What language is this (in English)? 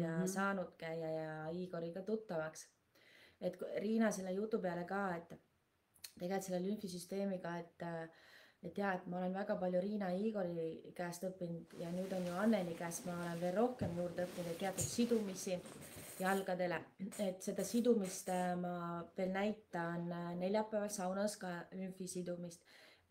Estonian